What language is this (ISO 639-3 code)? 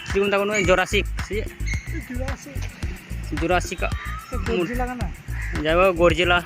sat